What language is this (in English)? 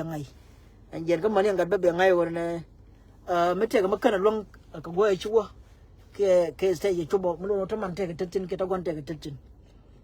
Nuer